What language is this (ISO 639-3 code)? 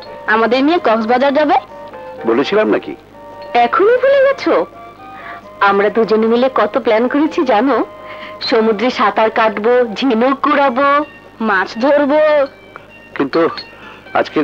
ben